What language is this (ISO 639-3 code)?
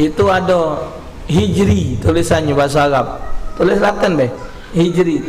mui